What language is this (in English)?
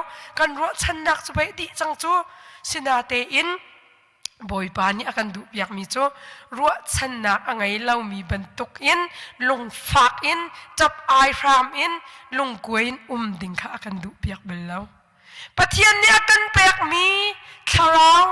Hakha Chin